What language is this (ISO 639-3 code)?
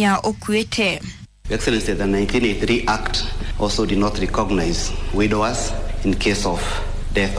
kik